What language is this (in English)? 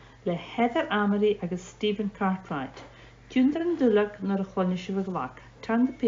Scottish Gaelic